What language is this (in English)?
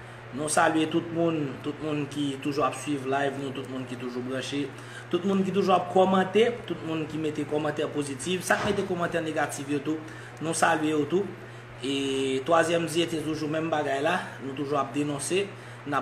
Haitian Creole